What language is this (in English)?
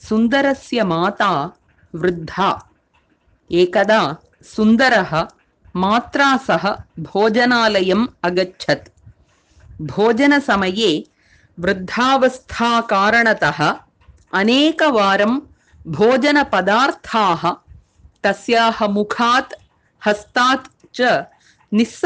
Sanskrit